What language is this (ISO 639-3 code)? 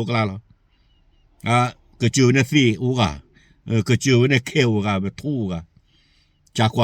ksw